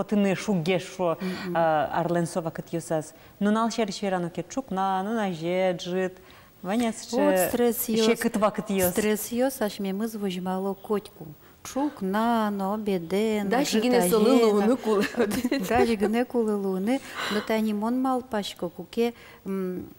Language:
Udmurt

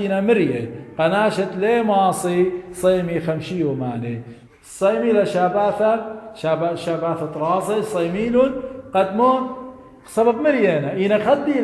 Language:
Assyrian Neo-Aramaic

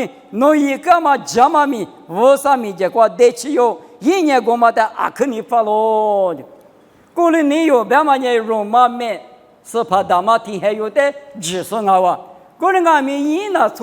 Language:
Lisu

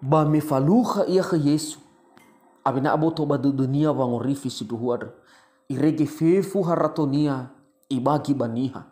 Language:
Nias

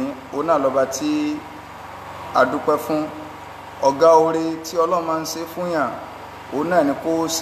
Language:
Yoruba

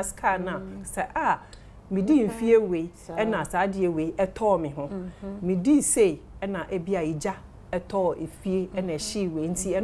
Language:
Akan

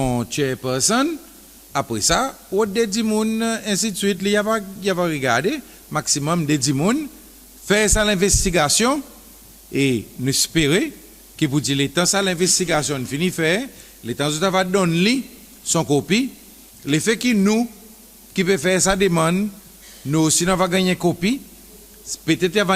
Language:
Seselwa Creole French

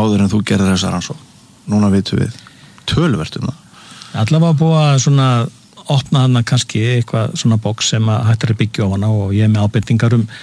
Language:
Icelandic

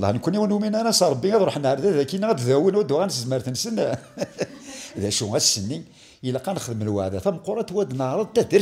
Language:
Kabyle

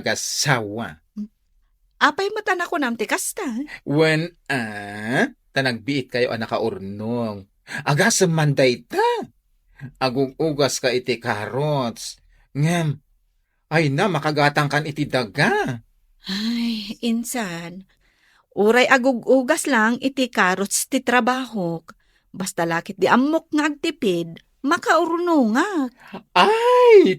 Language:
Iloko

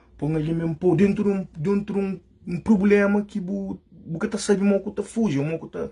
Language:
Kabuverdianu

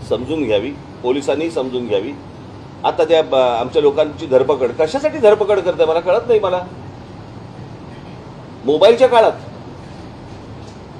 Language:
Marathi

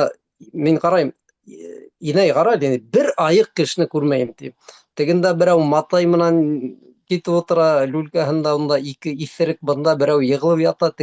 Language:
Bashkir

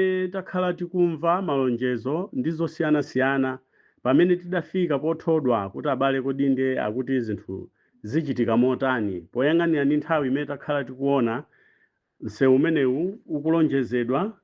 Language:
Nyanja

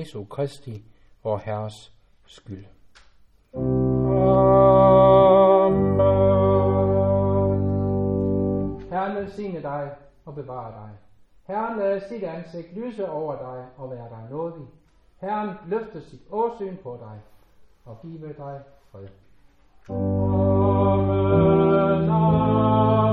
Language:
Danish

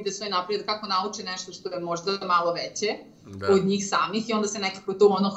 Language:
Serbian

